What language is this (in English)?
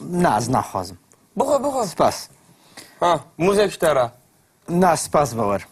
Kurdish